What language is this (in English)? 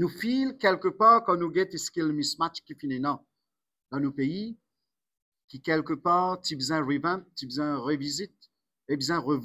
Morisyen